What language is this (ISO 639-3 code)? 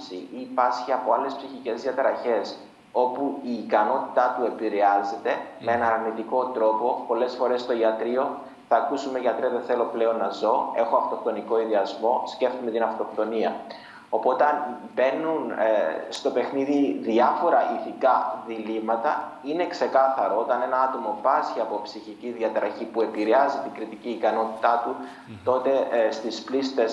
ell